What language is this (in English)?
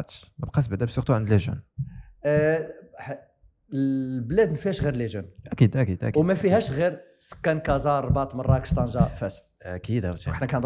Moroccan Arabic